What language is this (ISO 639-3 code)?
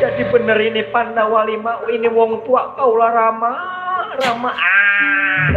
bew